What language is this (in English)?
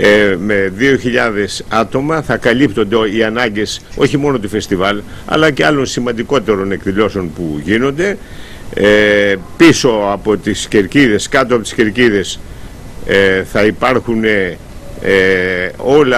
Greek